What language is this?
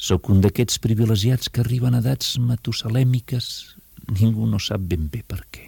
Catalan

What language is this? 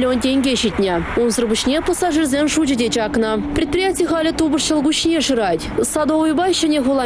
Chuvash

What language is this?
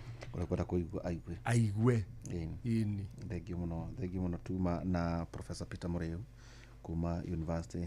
Kikuyu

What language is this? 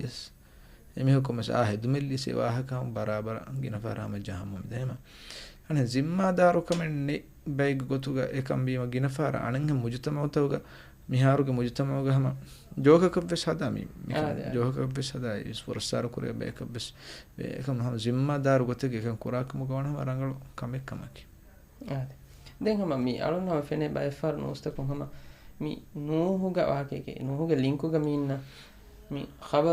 Divehi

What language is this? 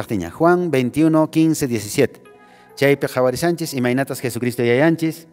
Quechua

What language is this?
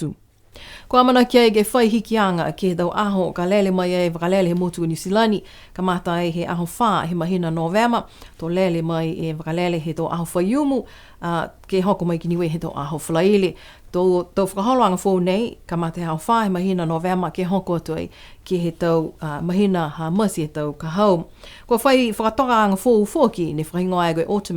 Niuean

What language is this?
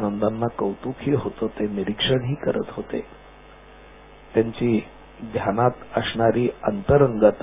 Marathi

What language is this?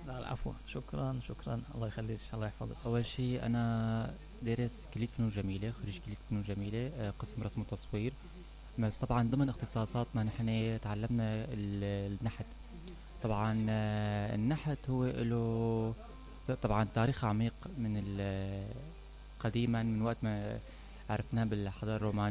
Mesopotamian Arabic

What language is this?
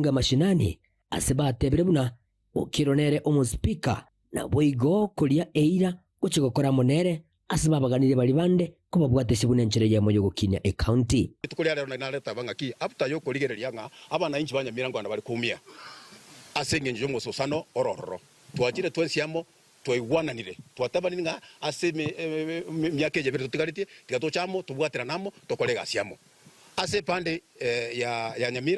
Gusii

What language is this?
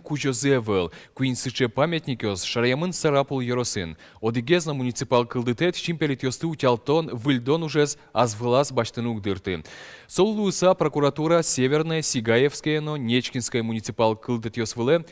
Udmurt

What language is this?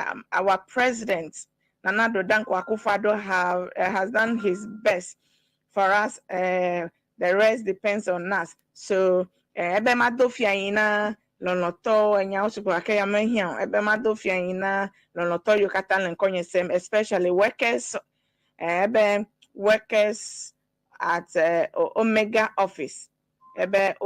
Ewe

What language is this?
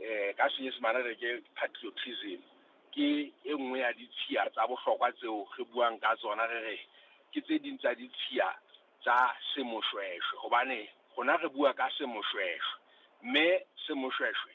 Southern Sotho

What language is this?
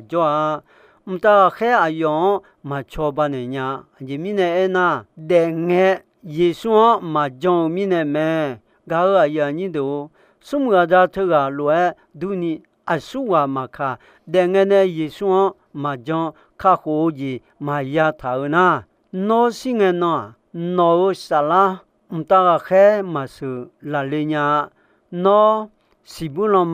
Akha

